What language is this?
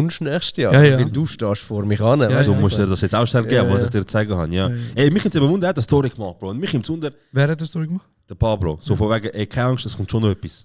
Swiss German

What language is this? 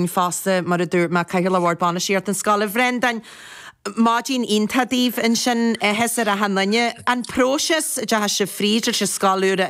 Irish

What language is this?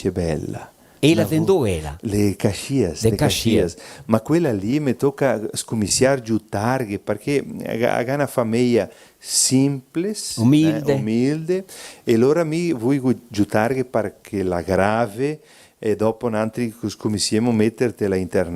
Venetian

